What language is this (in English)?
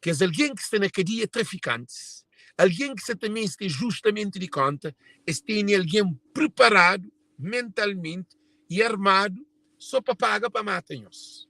Kabuverdianu